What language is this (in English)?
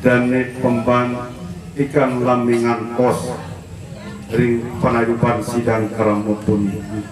Sasak